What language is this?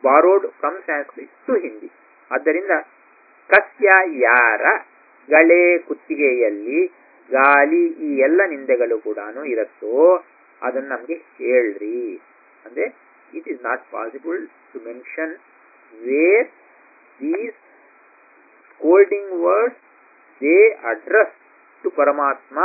Kannada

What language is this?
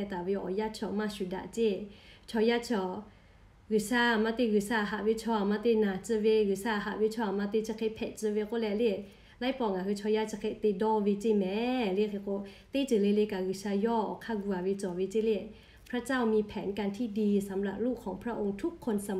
Lahu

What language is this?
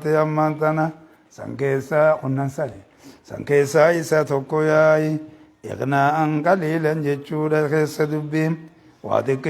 Oromo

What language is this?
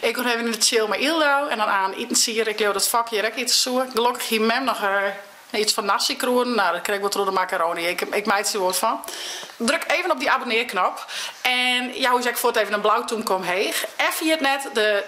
Western Frisian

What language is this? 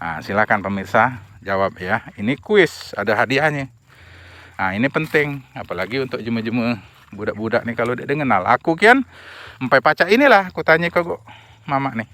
Musi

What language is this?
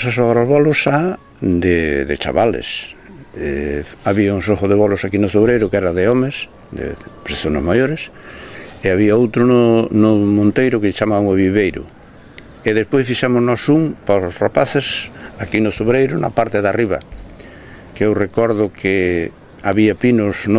Galician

